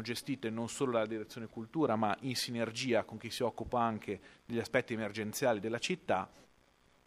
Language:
Italian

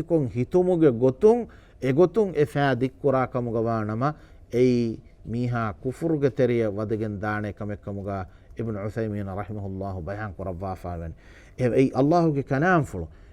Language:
Divehi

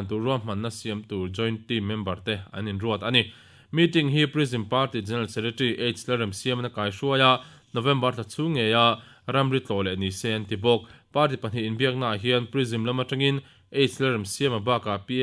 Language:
Mizo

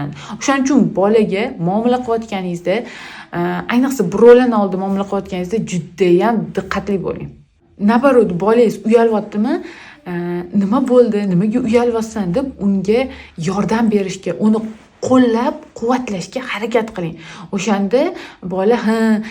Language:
Uzbek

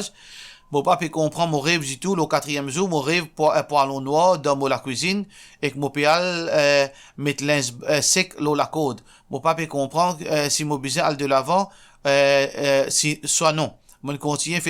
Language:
Morisyen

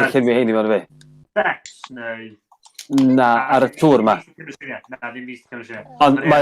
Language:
Welsh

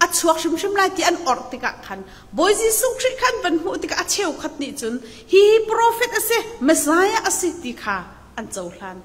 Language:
Hakha Chin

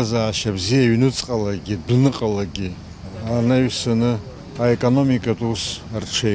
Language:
Abkhazian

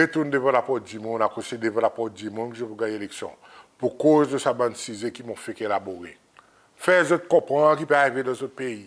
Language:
Seselwa Creole French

